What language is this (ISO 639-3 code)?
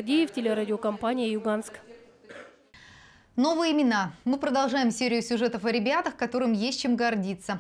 rus